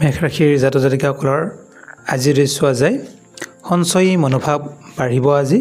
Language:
Assamese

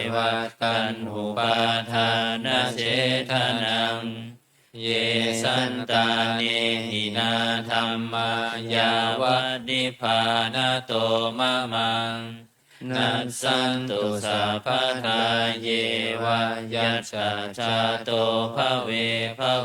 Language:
Pali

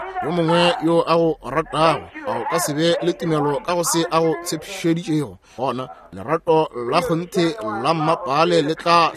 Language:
Northern Sotho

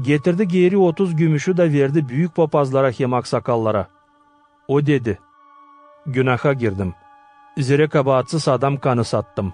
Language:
Gagauz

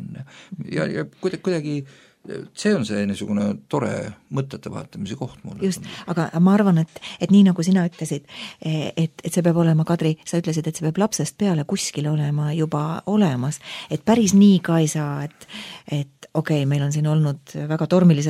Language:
Estonian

